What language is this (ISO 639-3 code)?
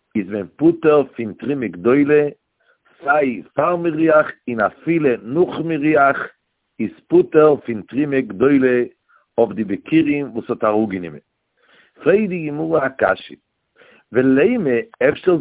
yid